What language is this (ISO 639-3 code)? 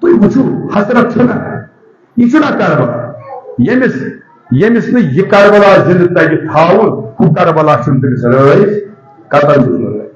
kas